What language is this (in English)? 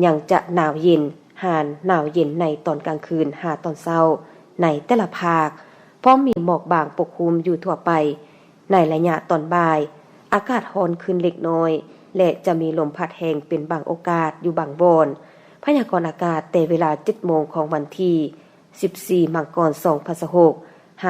Lao